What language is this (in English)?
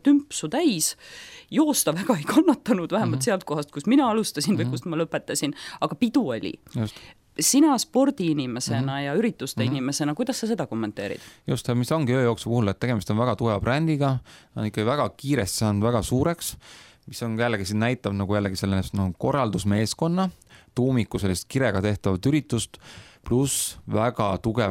Estonian